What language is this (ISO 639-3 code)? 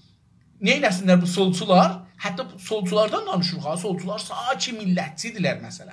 azb